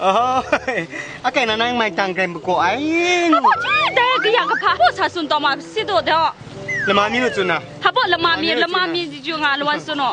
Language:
Kachin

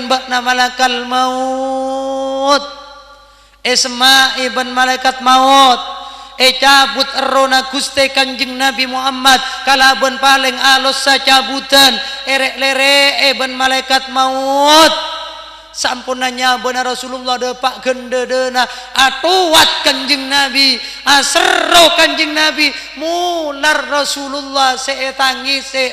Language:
Madurese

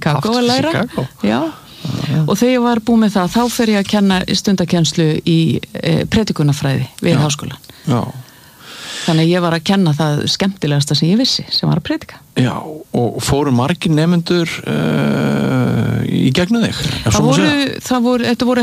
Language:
Icelandic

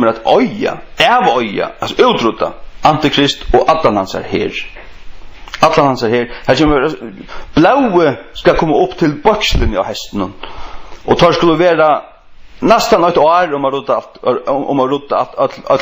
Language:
Faroese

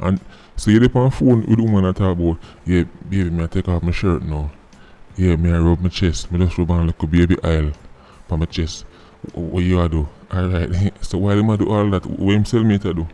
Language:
Jamaican Creole English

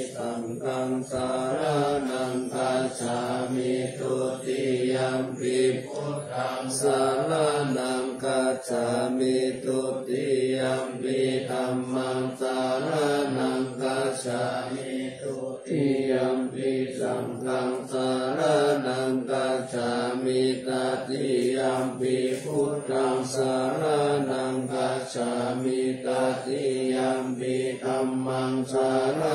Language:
Pali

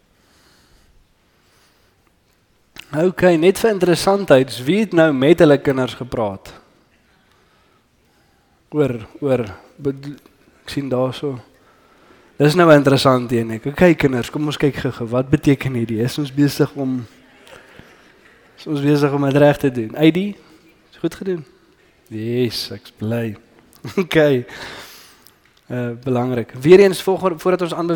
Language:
Afrikaans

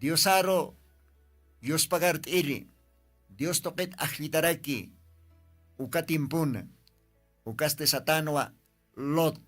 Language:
Aymara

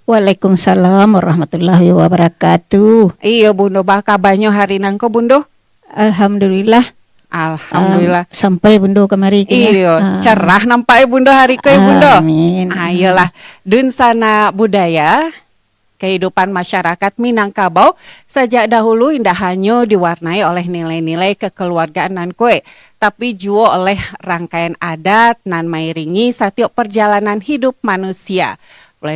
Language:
Minangkabau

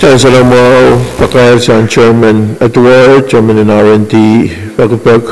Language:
Pohnpeian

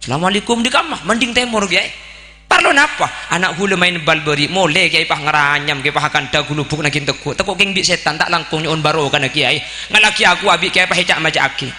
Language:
Madurese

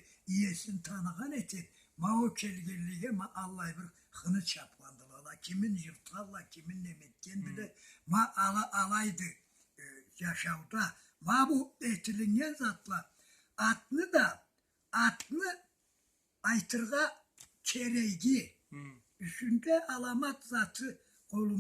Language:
Karachay-Balkar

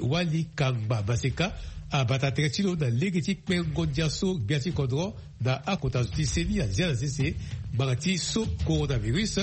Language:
Sango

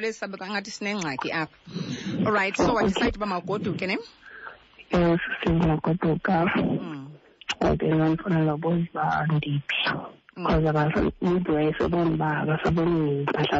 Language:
Xhosa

